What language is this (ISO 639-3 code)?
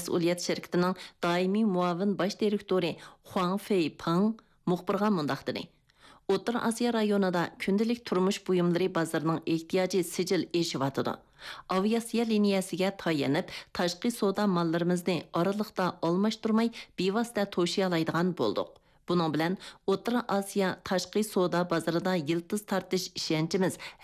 uig